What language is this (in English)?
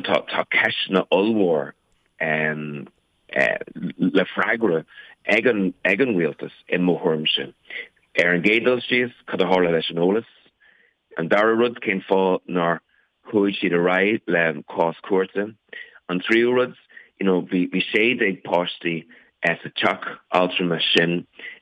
Irish